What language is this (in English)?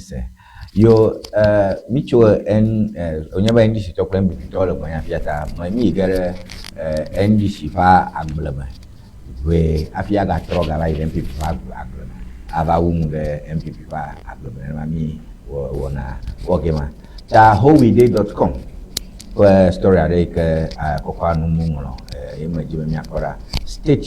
Ewe